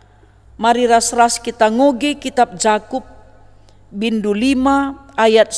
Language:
Batak Karo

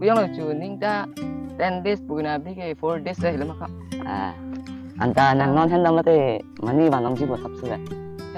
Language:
Karbi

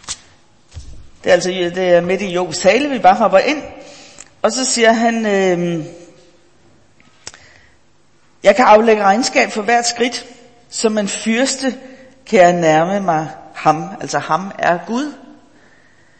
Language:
Danish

